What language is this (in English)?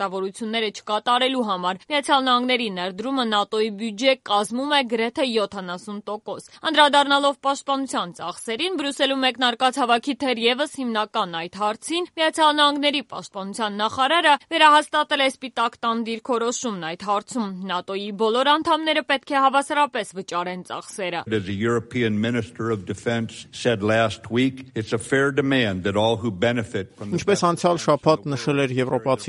Armenian